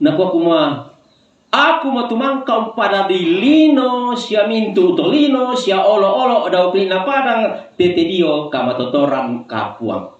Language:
Toraja-Sa'dan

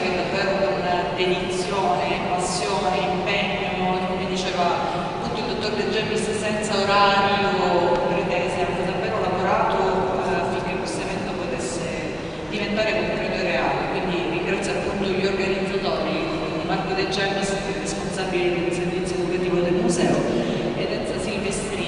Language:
Italian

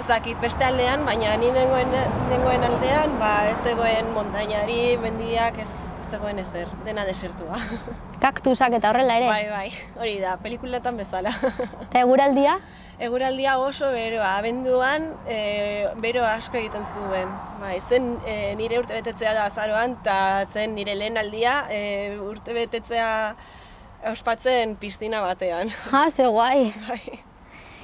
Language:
Basque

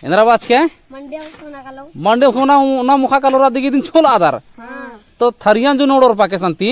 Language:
Kurukh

